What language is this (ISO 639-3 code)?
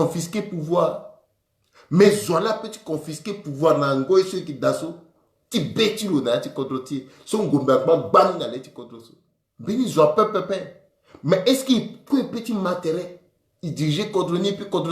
sag